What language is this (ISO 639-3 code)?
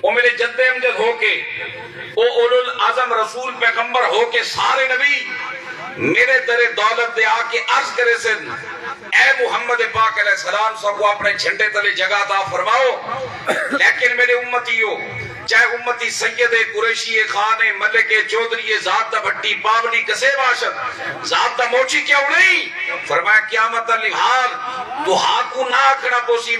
skr